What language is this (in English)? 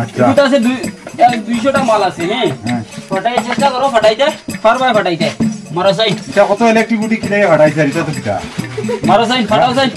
Sylheti